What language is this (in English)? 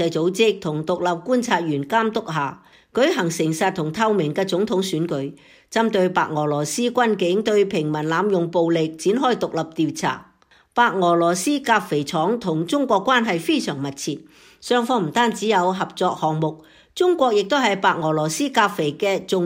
Cantonese